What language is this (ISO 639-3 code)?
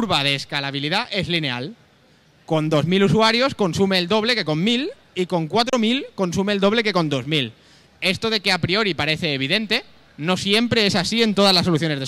spa